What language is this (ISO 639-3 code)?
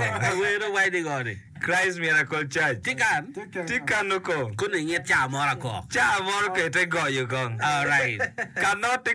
ach